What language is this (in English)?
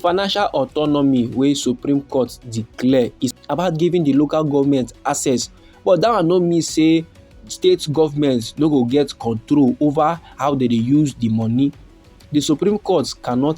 Nigerian Pidgin